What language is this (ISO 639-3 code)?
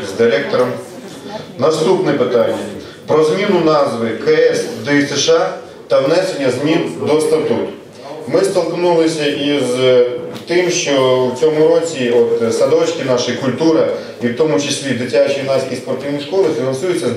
ukr